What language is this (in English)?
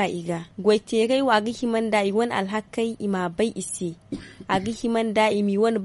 Zarma